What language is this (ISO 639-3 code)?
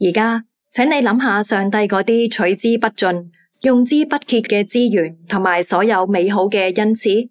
yue